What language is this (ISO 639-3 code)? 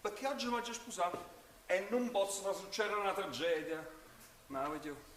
nap